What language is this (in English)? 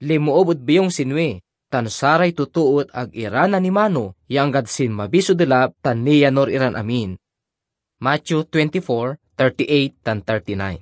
Pangasinan